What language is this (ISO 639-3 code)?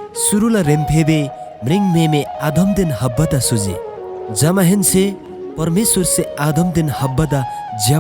taj